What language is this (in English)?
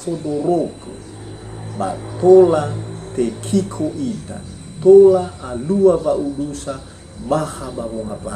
Nias